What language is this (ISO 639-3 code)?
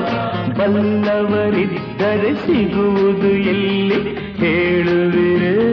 kan